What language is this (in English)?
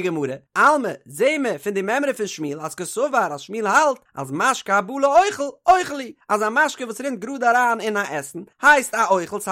Yiddish